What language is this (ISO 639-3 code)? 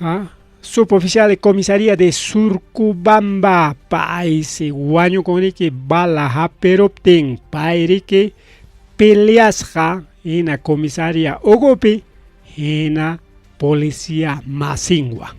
quy